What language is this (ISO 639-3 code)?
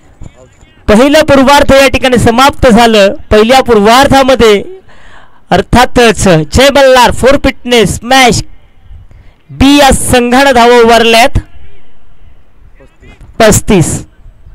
mar